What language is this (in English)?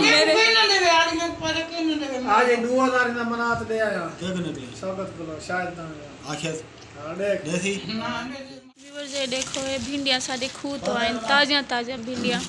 Saraiki